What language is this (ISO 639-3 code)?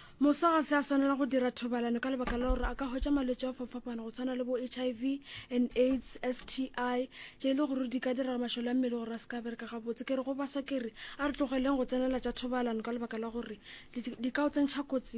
nso